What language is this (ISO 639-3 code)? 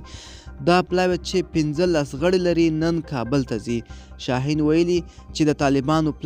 pus